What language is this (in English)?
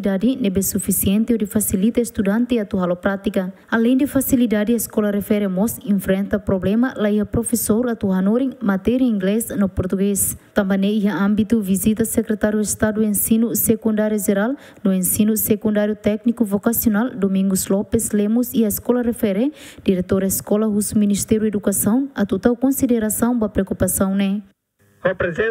Tetum